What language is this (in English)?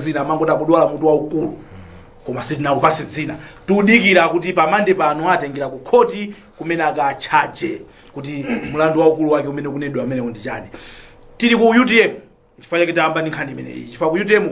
Nyanja